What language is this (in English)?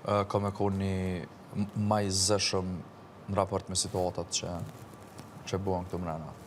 Albanian